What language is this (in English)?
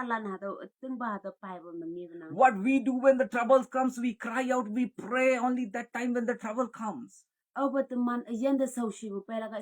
Konyak Naga